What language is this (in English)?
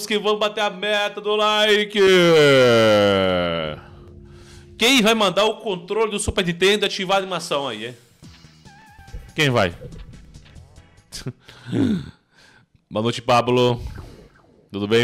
Portuguese